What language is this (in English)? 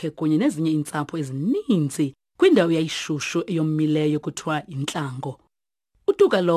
Xhosa